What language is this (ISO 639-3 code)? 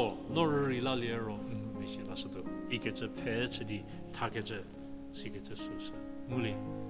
njm